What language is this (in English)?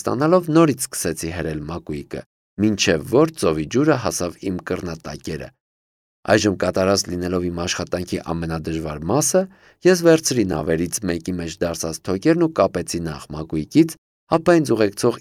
Armenian